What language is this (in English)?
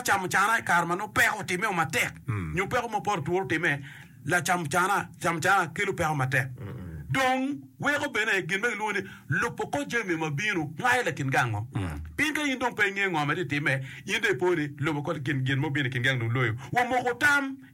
Acoli